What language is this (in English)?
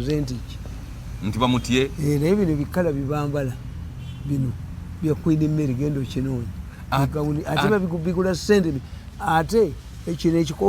Ganda